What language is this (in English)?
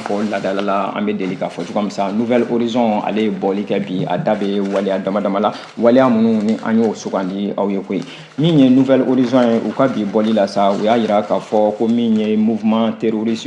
Bambara